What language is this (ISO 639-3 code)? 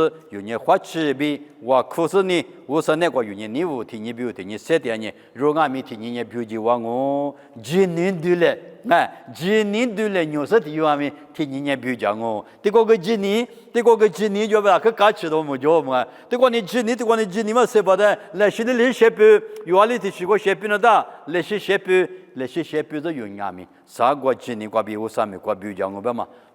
lis